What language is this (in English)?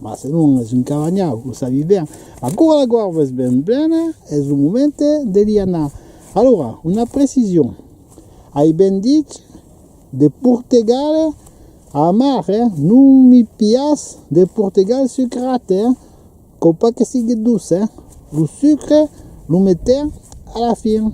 Occitan